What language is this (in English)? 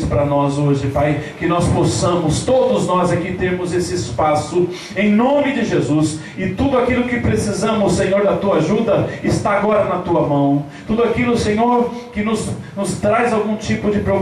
Portuguese